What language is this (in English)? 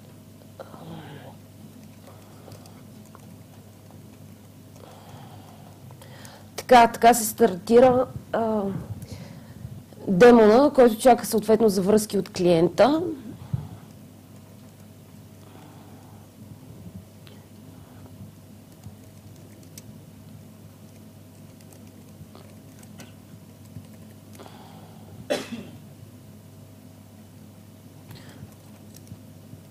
Bulgarian